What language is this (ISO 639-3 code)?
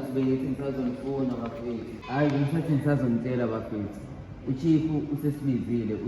zul